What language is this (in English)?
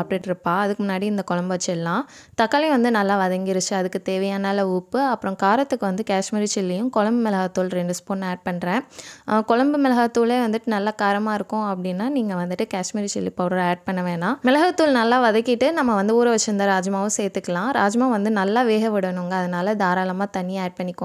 Tamil